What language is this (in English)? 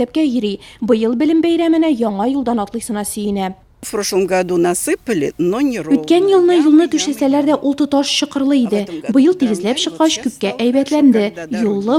Tatar